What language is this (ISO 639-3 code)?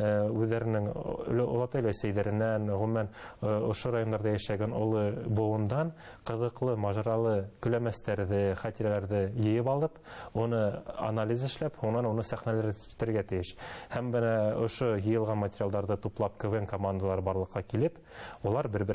bak